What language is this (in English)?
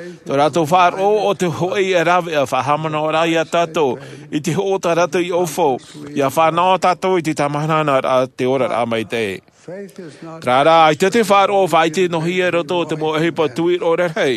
Tahitian